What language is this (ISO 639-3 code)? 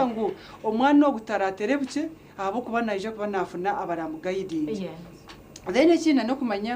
nyn